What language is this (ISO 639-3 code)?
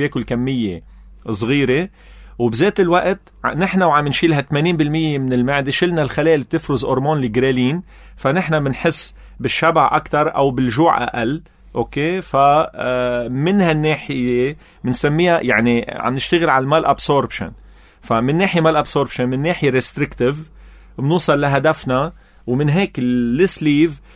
apc